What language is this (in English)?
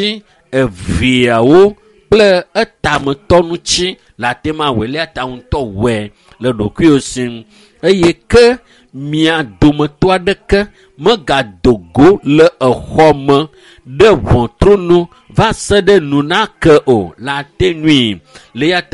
Ewe